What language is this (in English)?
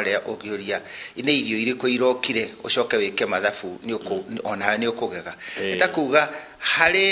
Kikuyu